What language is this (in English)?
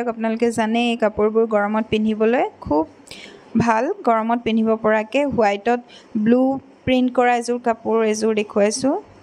Assamese